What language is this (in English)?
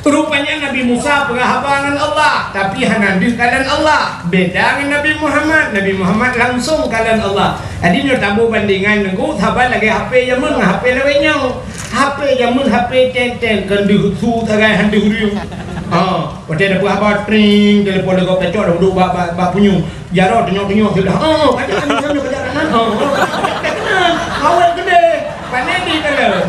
Achinese